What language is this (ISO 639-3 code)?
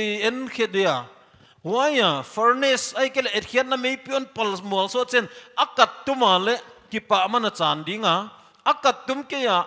pck